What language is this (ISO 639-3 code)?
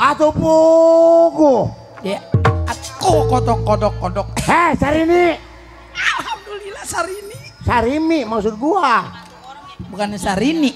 bew